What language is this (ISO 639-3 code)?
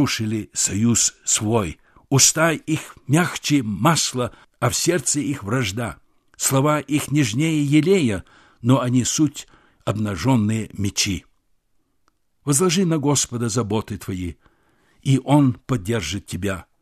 rus